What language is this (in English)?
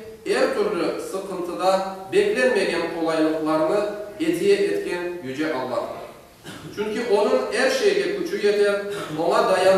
Crimean Tatar